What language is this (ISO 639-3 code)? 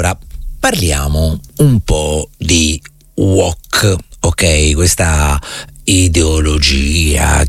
ita